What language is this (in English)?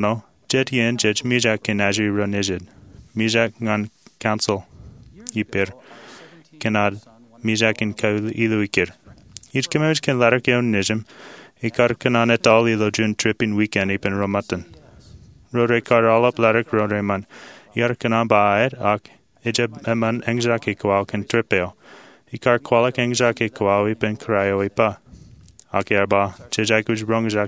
Marshallese